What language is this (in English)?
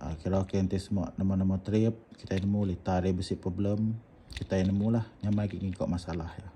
Iban